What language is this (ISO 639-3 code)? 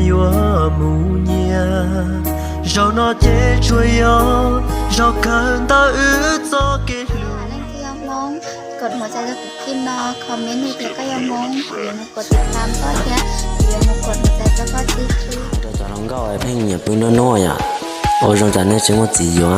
hmn